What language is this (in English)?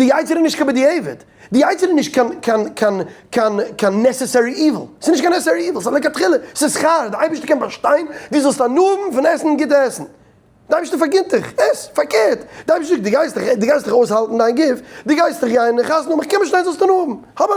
Yiddish